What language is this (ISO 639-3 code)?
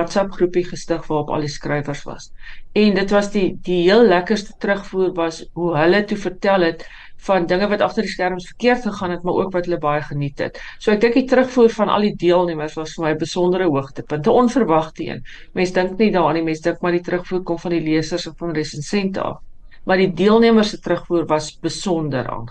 afr